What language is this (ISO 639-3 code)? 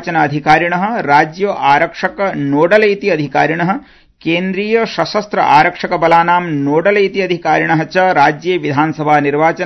san